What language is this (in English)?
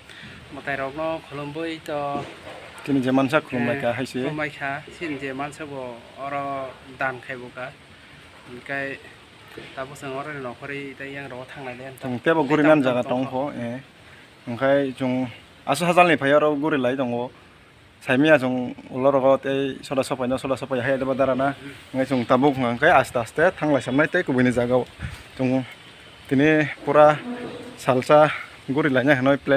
Kok Borok